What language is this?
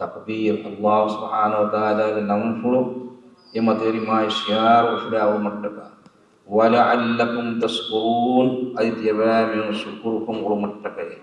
Divehi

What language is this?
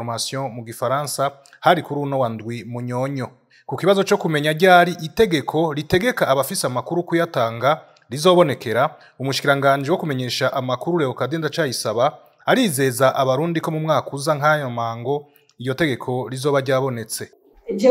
Rundi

